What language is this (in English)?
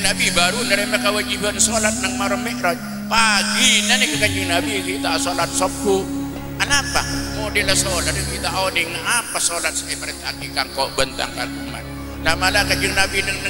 Madurese